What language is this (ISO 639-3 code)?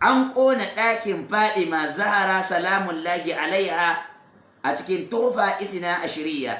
hau